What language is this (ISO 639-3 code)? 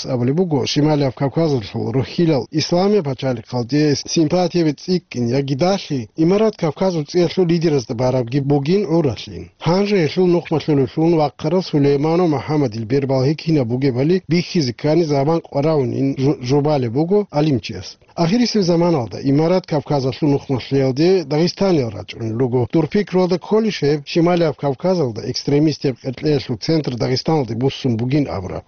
ava